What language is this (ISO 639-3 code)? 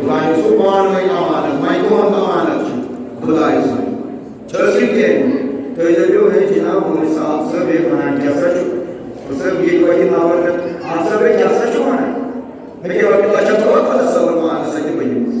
kas